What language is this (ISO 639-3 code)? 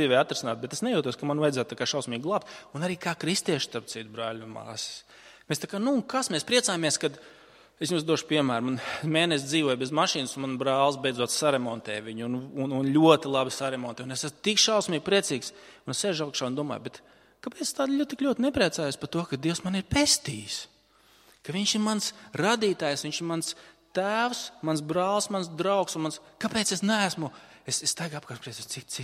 lav